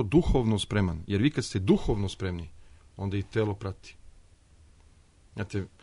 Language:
Serbian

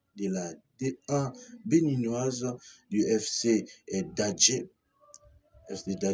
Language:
French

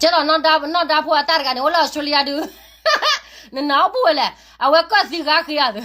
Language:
S'gaw Karen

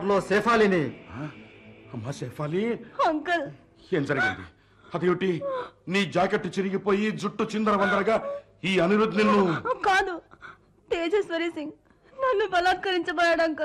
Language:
Telugu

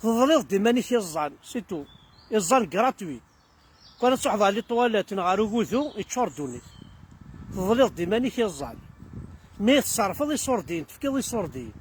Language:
Kabyle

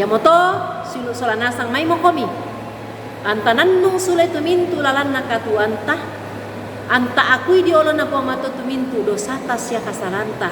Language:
Toraja-Sa'dan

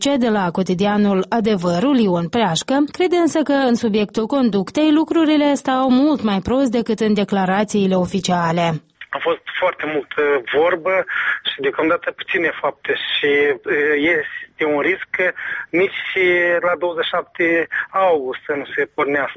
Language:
Romanian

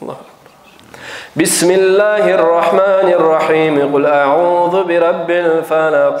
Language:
Kumyk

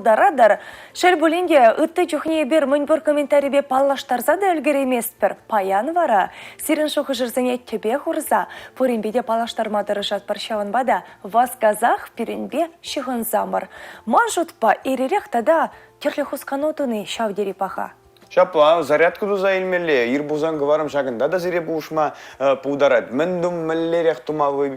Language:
Chuvash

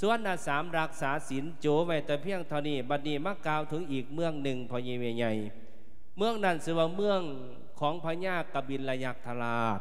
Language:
Lao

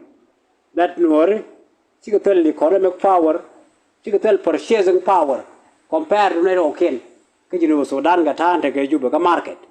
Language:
Nuer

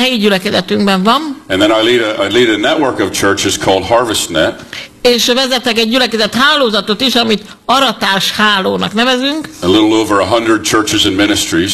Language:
Hungarian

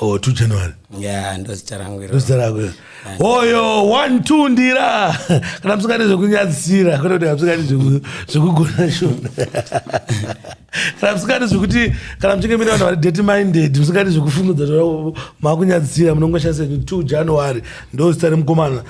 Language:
Shona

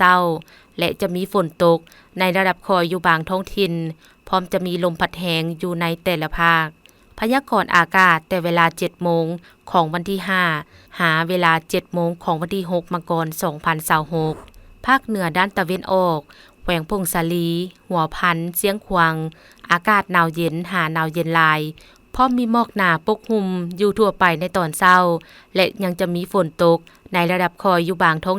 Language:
Lao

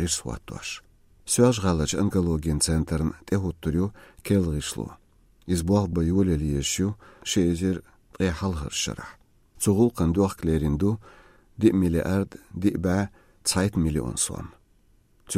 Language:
Azerbaijani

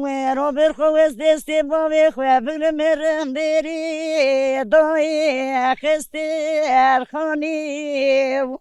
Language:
Zaza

